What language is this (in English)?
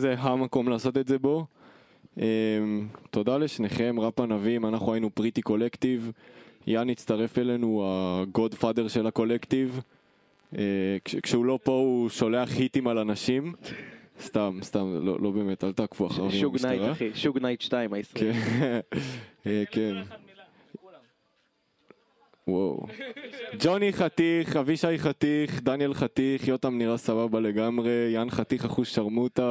Hebrew